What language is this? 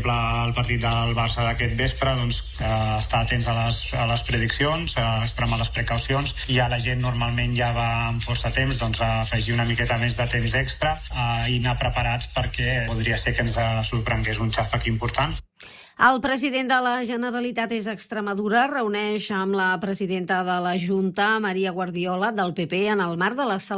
Catalan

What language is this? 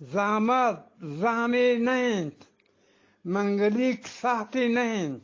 Eastern Balochi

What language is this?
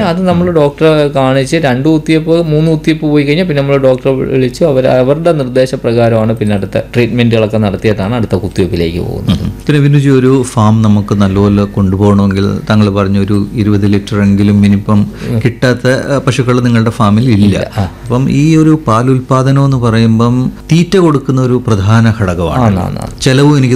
Malayalam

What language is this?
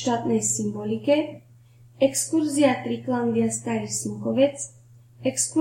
Slovak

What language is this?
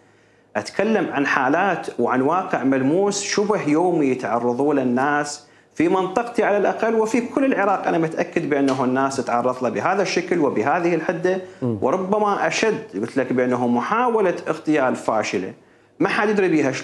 Mesopotamian Arabic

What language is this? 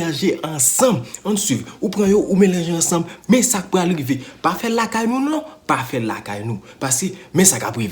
Haitian Creole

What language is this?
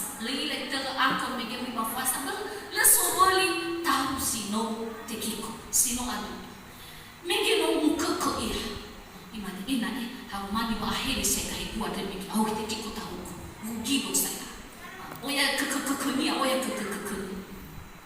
Nias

